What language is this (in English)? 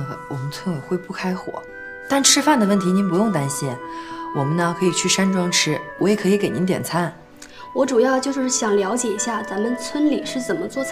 Chinese